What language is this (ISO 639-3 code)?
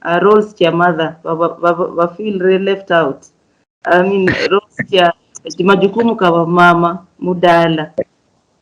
luy